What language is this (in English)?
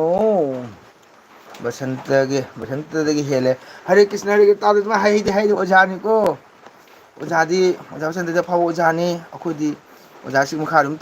Manipuri